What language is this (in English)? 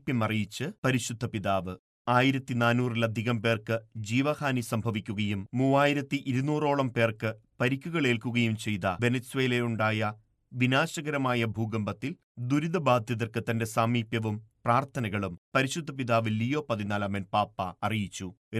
Malayalam